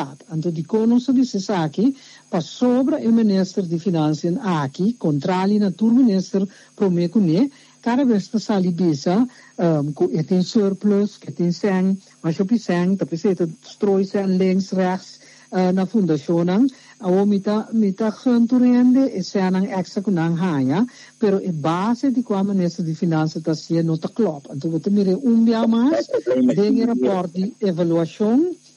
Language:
Papiamento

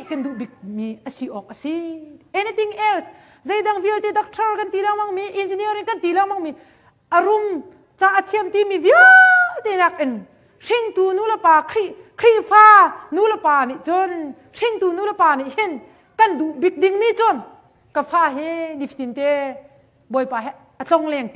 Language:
Hakha Chin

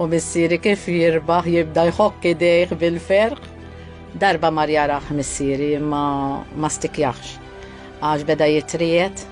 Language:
Maltese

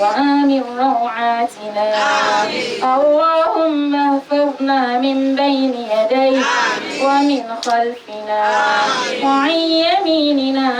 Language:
Dagbani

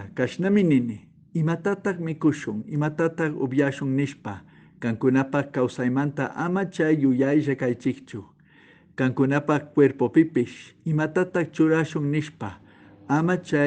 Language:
Chimborazo Highland Quichua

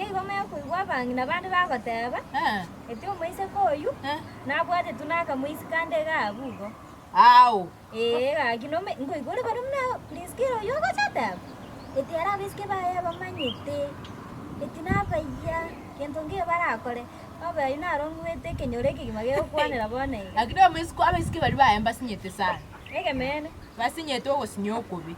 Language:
Gusii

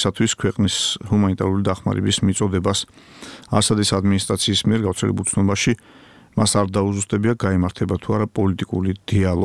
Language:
Georgian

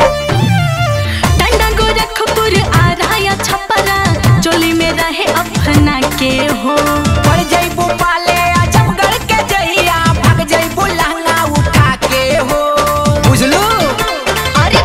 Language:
Bhojpuri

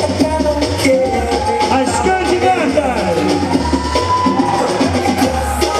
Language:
Portuguese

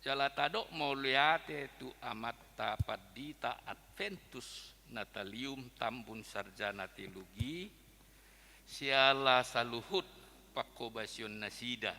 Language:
Batak Toba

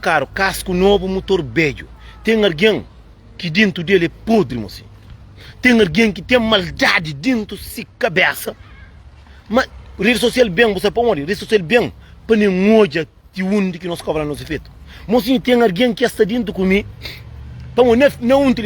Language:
Kabuverdianu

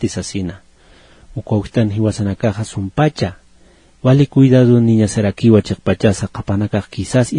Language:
Aymara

